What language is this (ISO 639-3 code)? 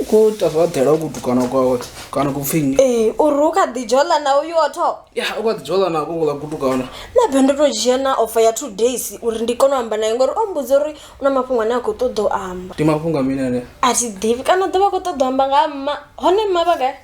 ven